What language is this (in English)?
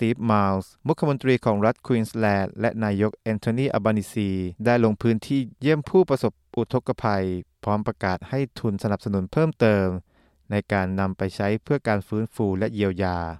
Thai